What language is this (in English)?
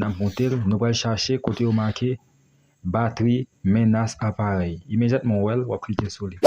Haitian Creole